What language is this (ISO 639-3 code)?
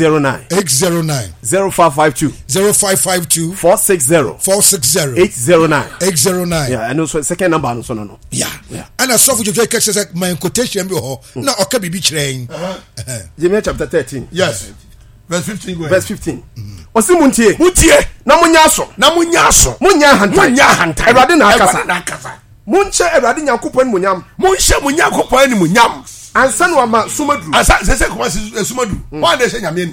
aka